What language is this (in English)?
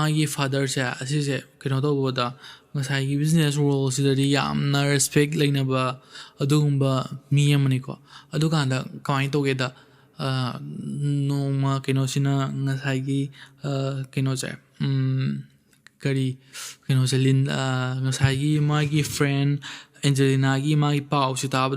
Manipuri